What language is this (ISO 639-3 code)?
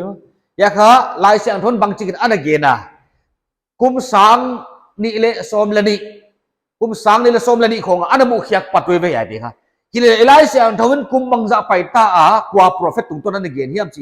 pck